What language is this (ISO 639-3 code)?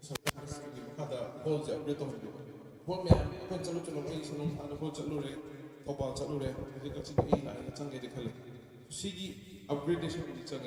mni